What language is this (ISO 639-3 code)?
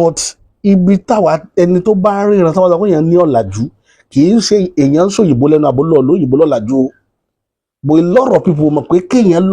yor